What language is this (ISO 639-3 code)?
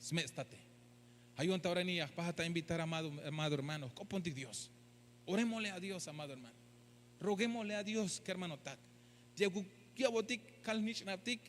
tzh